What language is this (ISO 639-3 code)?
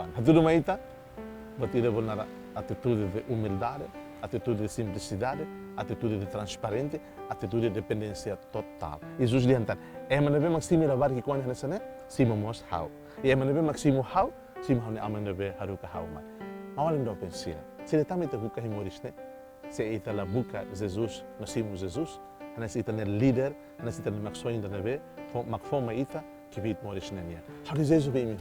tet